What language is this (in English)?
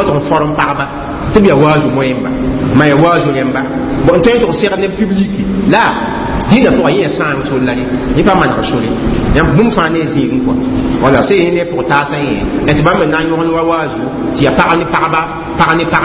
Mossi